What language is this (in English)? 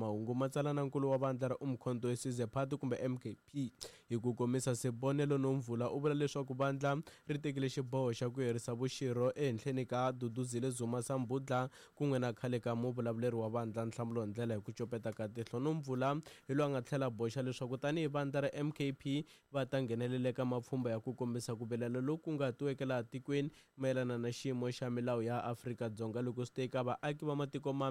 Tsonga